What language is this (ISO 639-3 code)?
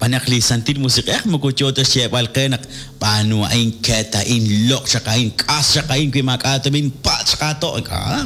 kek